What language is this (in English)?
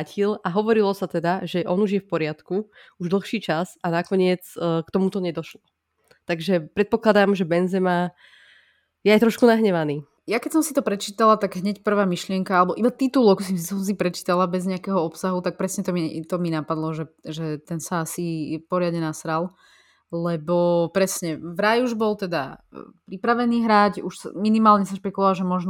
Slovak